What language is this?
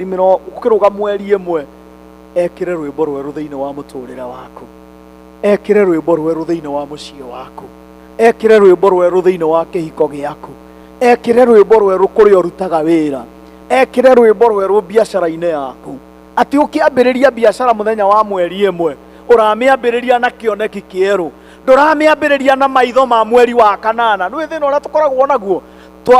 Kikuyu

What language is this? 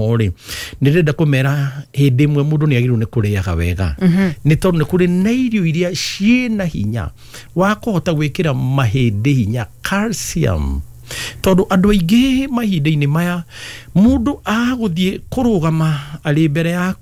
Kikuyu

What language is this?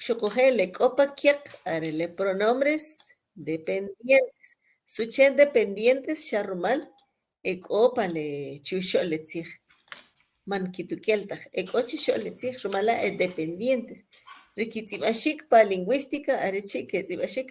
Kʼicheʼ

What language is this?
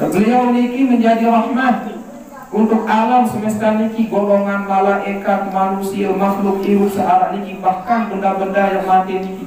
Sasak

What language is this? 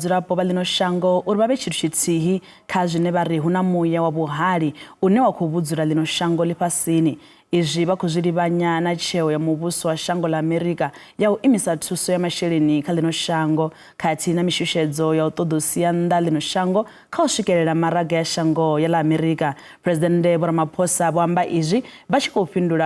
Venda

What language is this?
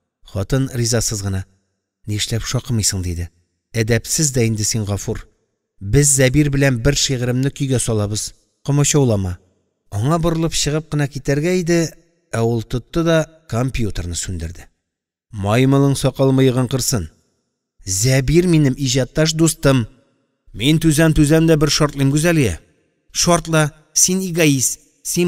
Tatar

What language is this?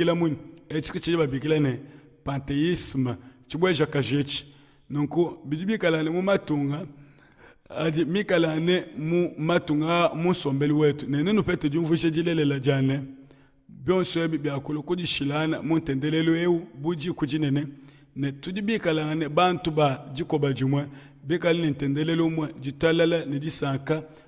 Luba-Lulua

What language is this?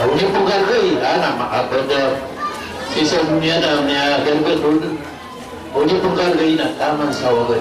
Maranao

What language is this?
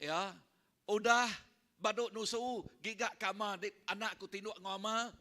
Iban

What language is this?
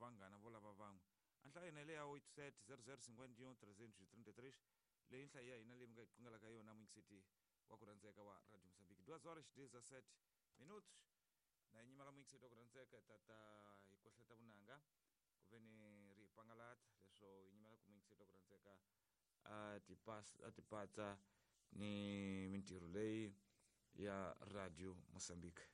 Tsonga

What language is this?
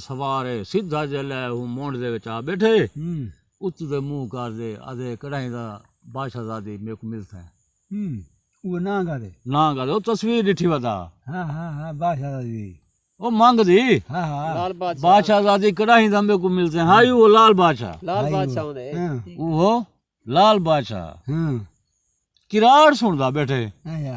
Saraiki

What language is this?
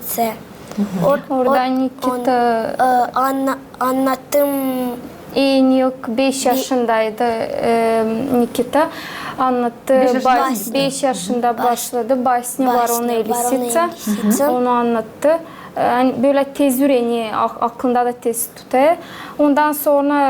Gagauz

